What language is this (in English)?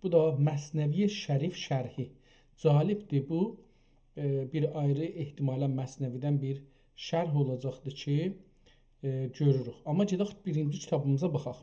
South Azerbaijani